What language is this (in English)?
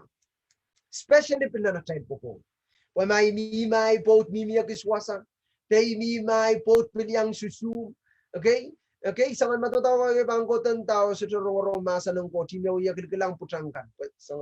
Pohnpeian